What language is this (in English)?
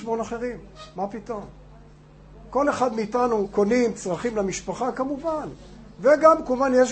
Hebrew